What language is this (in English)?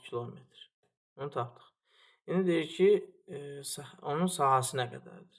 Azerbaijani